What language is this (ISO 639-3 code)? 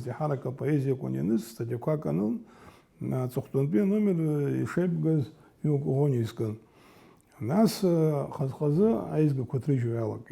abk